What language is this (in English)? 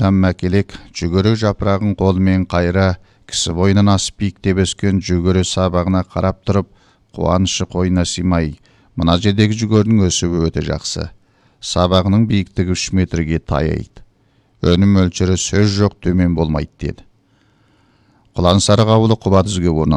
Kazakh